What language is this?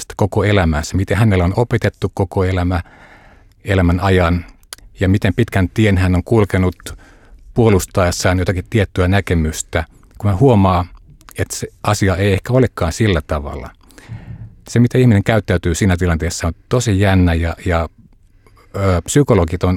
Finnish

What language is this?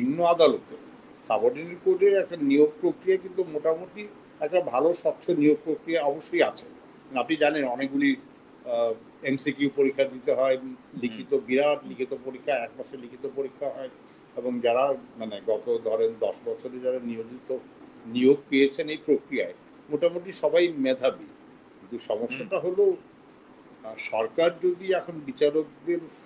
Bangla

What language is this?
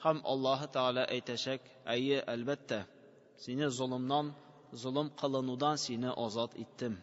Tatar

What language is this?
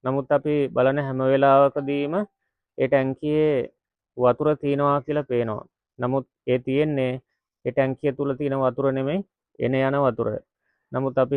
Sinhala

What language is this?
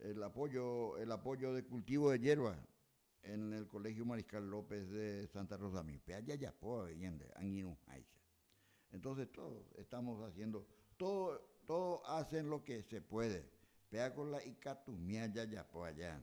Guarani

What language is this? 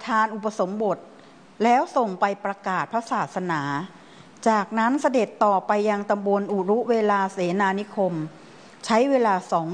Thai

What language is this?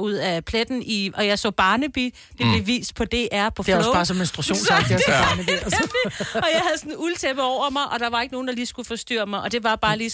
Danish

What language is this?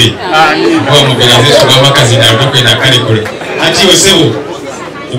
Nyankole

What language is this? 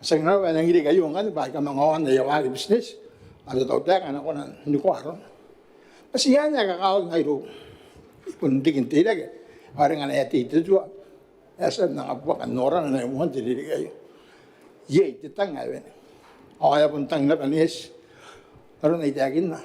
Gilbertese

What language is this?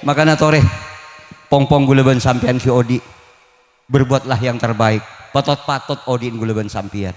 Madurese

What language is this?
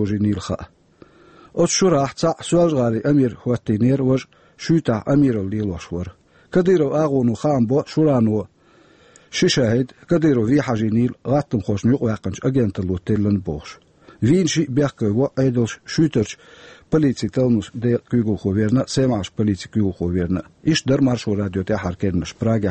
Chechen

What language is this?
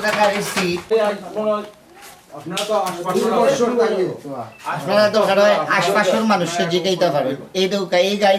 Sylheti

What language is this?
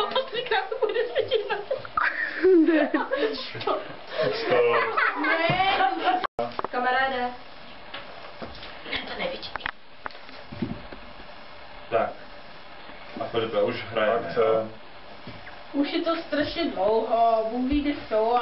Czech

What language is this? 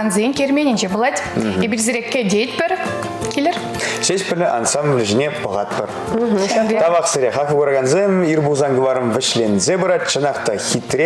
Chuvash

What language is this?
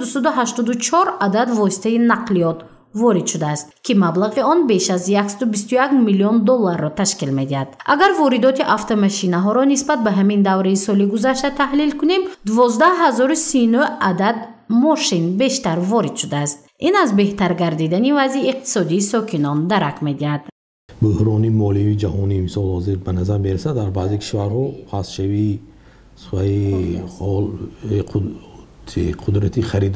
Tajik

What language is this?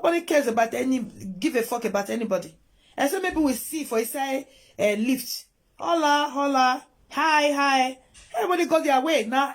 Nigerian Pidgin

